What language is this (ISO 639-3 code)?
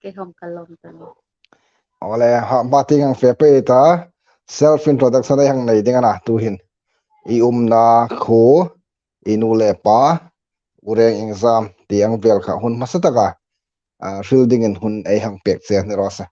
hmr